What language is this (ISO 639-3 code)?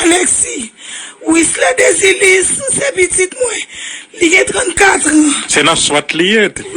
hat